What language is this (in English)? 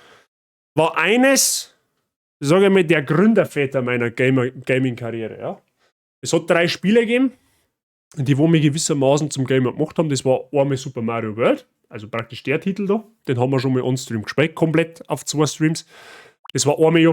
Bavarian